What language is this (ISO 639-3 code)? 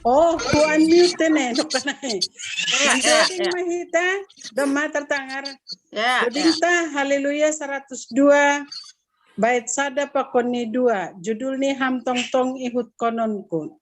bts